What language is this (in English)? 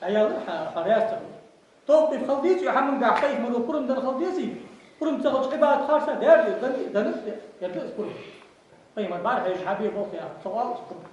Ingush